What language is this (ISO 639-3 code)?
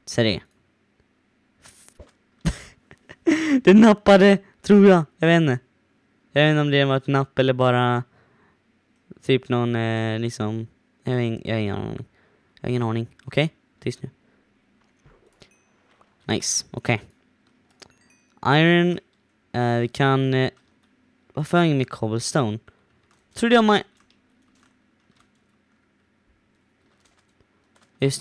swe